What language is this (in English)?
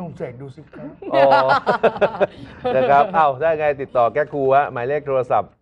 Thai